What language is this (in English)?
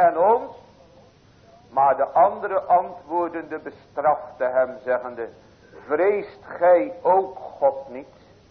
Dutch